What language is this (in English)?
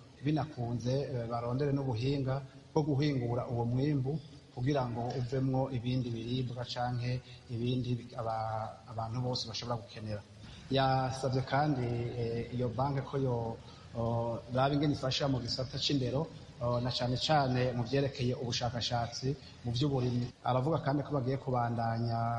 Rundi